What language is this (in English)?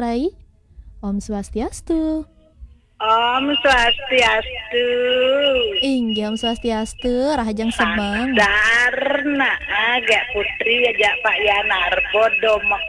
Balinese